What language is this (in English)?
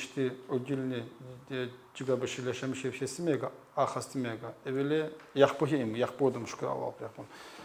Tsakhur